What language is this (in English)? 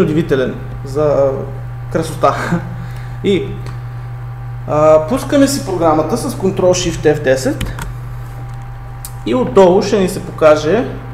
Bulgarian